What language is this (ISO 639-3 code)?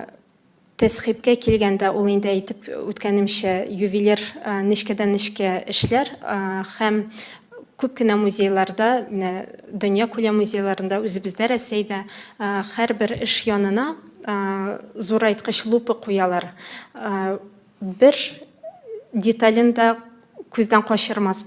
tat